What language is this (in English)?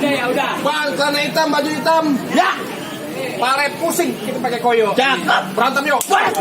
Betawi